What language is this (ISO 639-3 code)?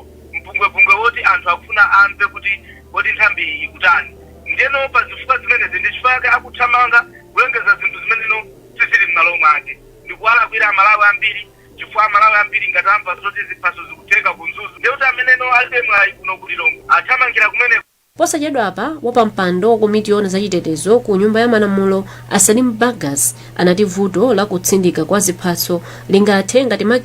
nya